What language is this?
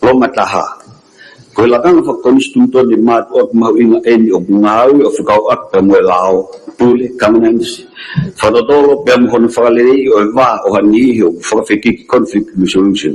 Tongan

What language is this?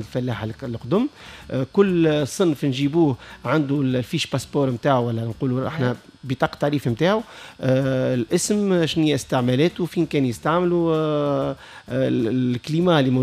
Tunisian Arabic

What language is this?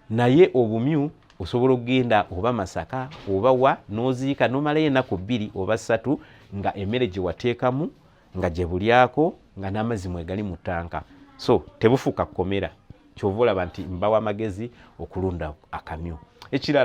Ganda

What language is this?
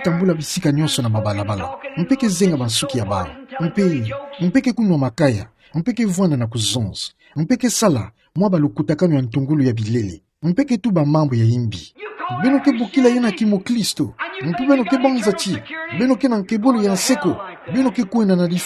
Kituba (Democratic Republic of Congo)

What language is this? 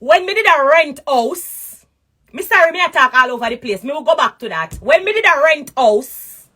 Jamaican Creole English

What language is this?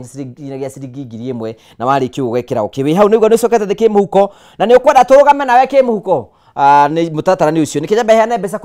Kikuyu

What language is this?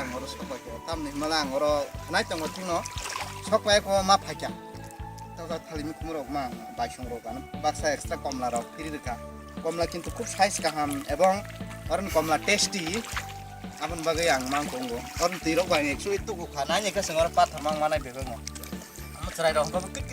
Kok Borok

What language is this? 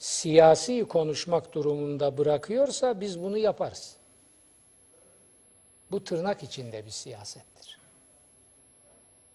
Turkish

